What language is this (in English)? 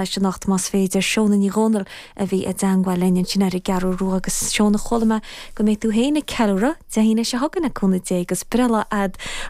Irish